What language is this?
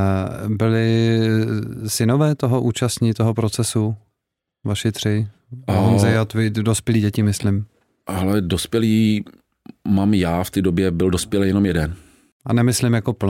Czech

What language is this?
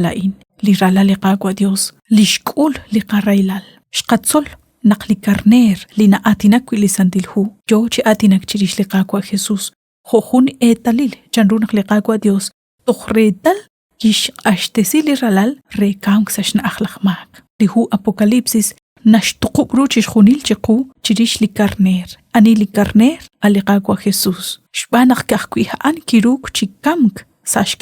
Kekchí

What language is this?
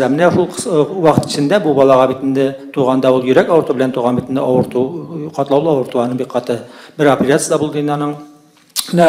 Tatar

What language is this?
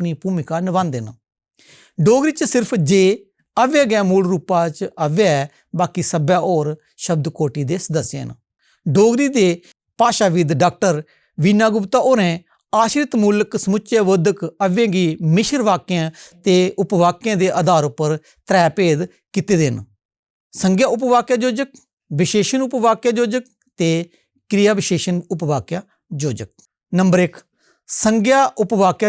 Dogri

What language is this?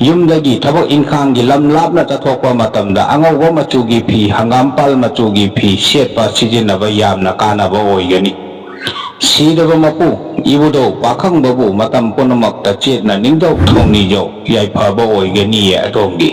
Manipuri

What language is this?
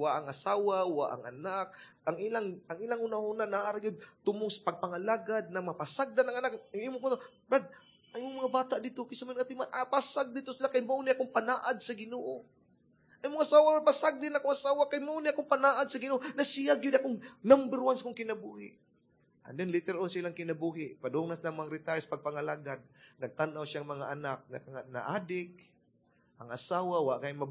Cebuano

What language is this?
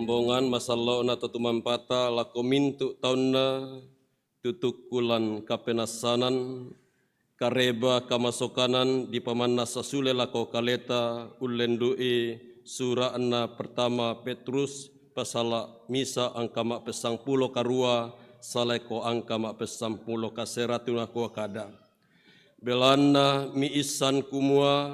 Toraja-Sa'dan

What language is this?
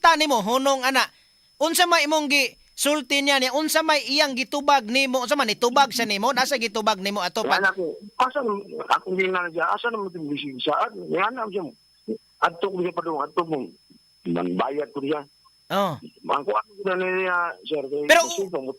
Cebuano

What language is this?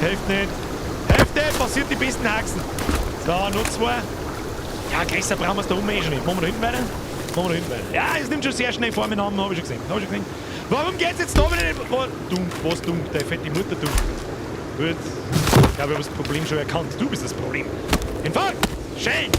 Bavarian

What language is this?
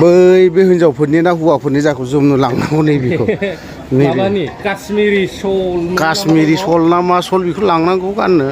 Bodo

